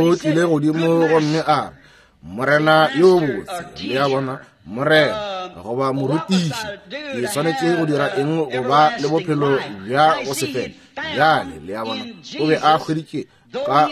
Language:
Northern Sotho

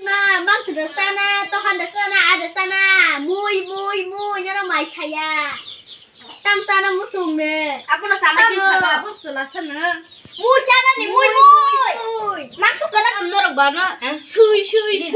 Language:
Kok Borok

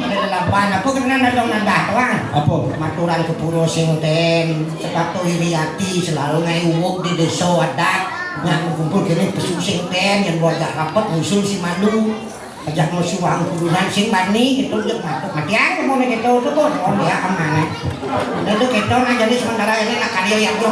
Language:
Balinese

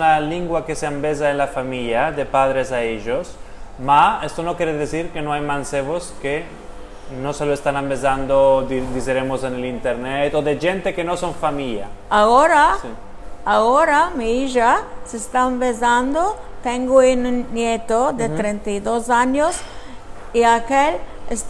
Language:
Ladino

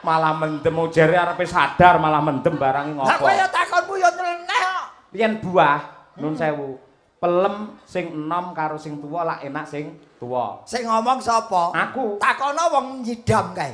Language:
Javanese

